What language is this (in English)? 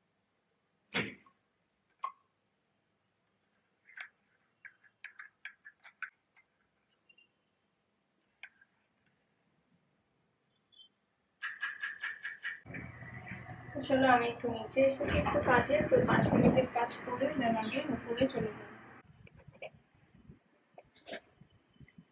Bangla